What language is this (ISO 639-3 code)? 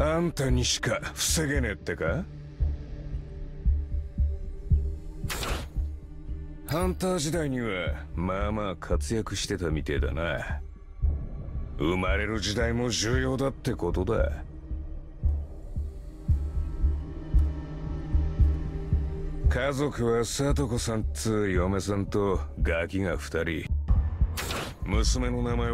jpn